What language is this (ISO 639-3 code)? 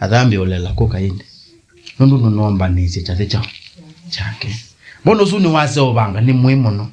kam